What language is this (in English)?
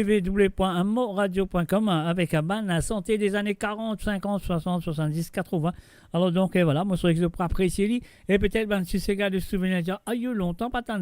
Morisyen